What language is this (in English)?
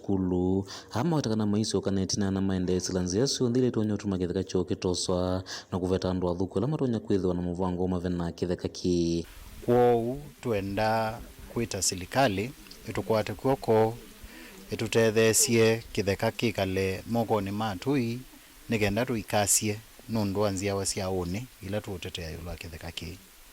Kamba